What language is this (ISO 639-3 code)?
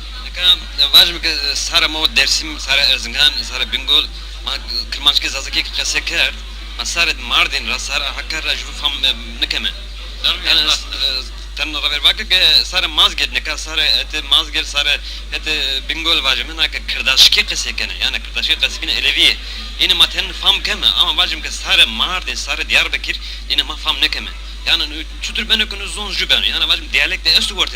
zza